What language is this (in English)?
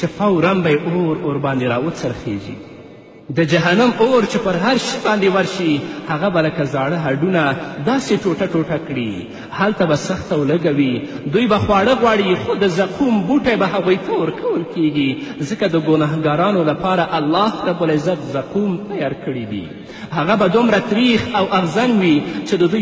Pashto